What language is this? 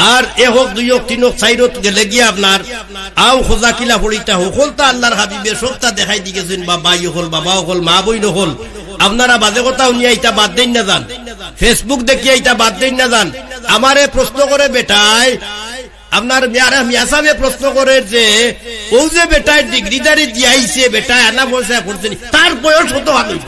Sylheti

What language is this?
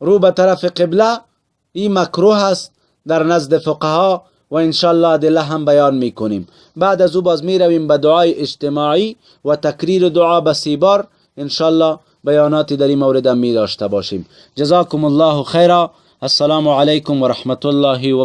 Persian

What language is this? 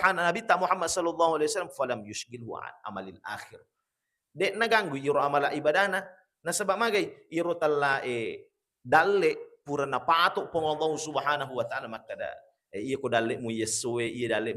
Buginese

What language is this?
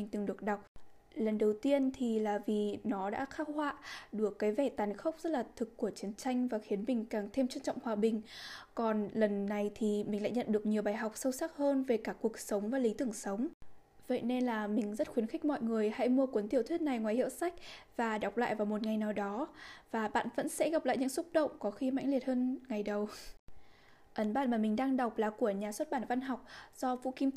Vietnamese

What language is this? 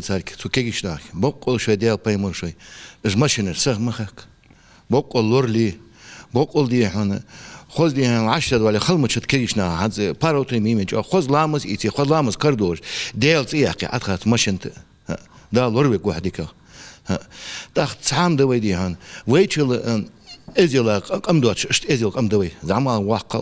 Ingush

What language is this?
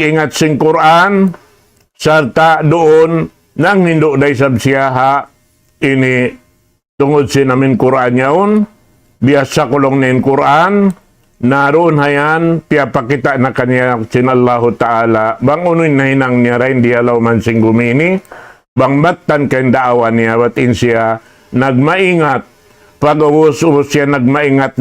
Tausug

